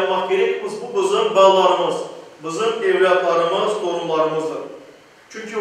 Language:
Crimean Tatar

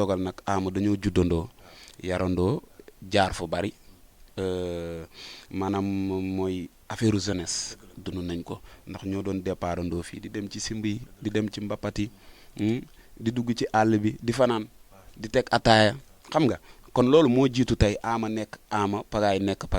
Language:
Wolof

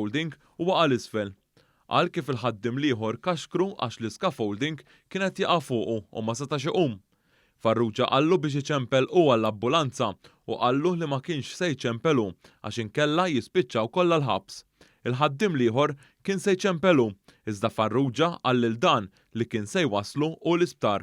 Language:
Maltese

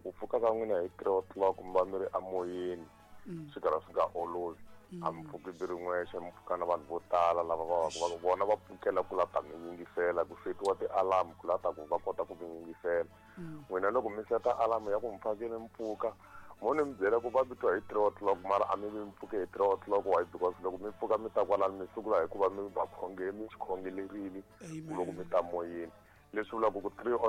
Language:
Tsonga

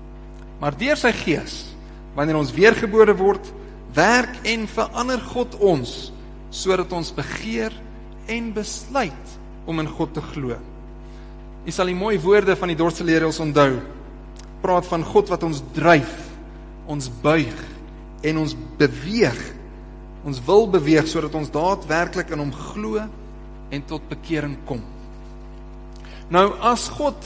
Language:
Afrikaans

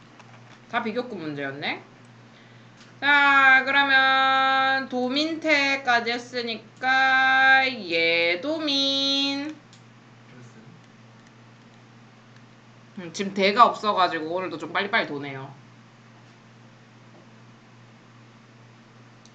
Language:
Korean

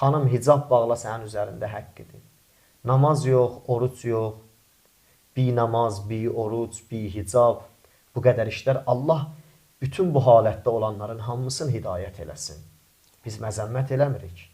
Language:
Azerbaijani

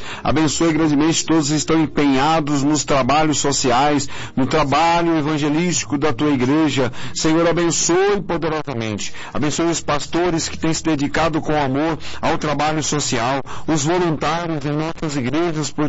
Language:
Portuguese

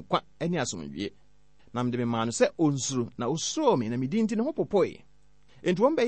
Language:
Akan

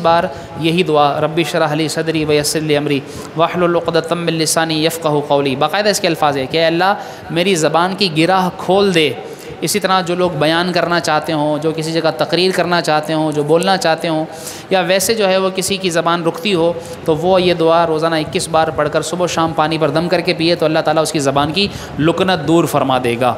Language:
Urdu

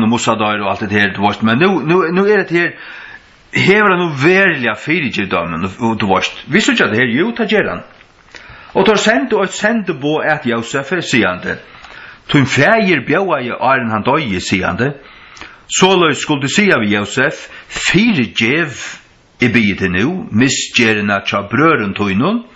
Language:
Faroese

